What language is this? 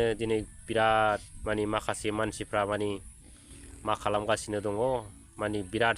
Bodo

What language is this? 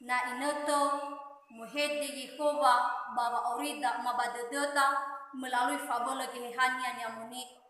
Nias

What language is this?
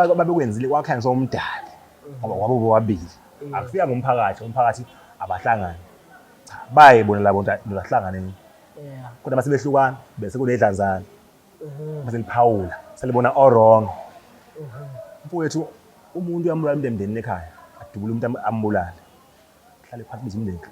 Zulu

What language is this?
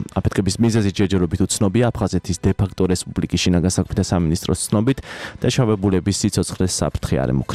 Georgian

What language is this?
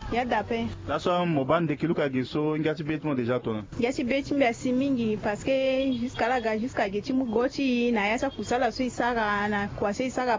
Sango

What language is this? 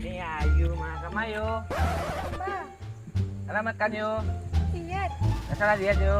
Minangkabau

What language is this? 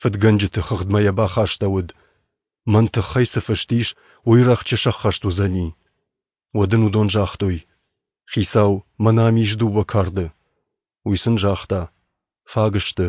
Ossetic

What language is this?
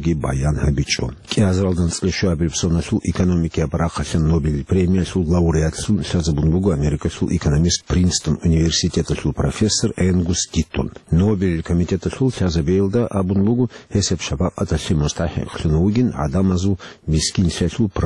Avaric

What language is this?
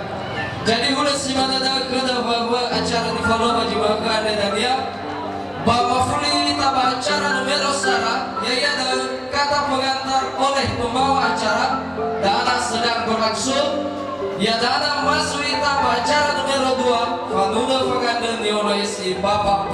Nias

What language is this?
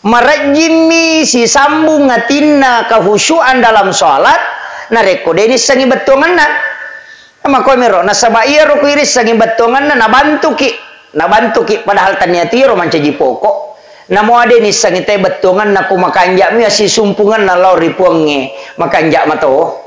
Buginese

